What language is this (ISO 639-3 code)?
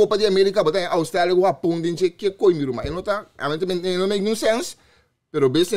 pap